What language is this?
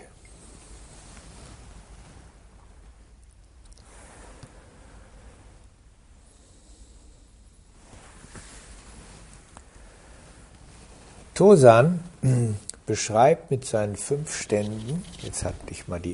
German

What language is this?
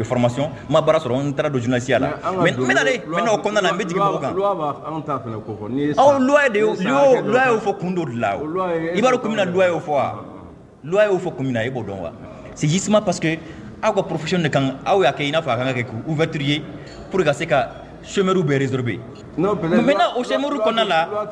Mandingo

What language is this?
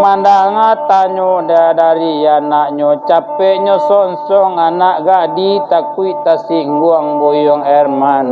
Minangkabau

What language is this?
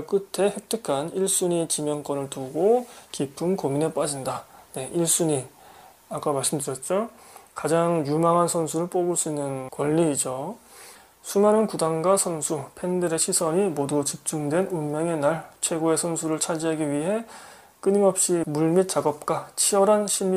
Korean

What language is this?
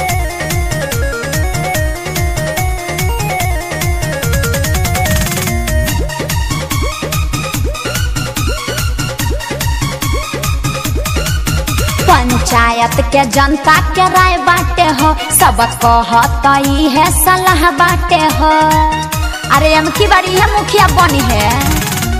Bhojpuri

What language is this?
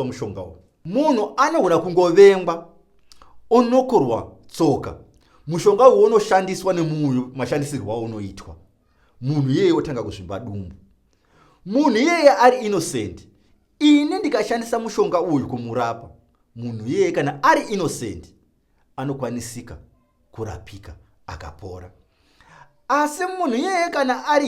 Shona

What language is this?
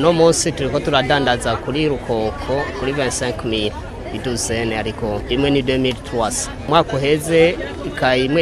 Rundi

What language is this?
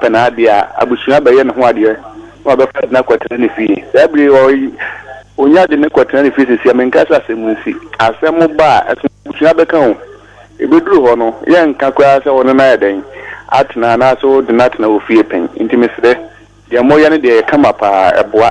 Akan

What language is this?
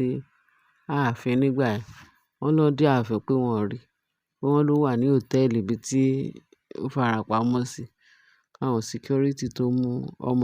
Yoruba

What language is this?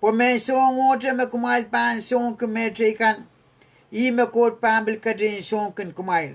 Pohnpeian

